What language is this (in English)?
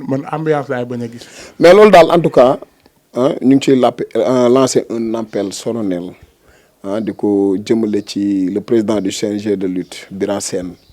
Wolof